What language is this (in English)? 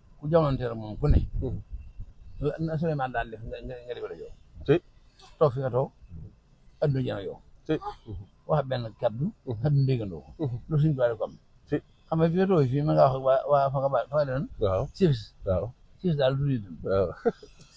Wolof